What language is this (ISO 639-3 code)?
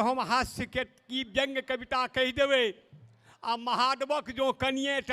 mai